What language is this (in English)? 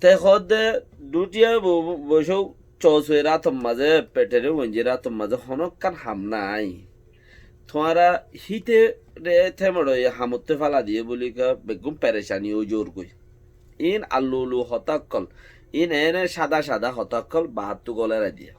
Rohingya